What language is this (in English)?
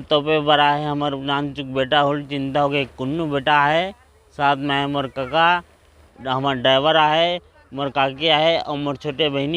Chhattisgarhi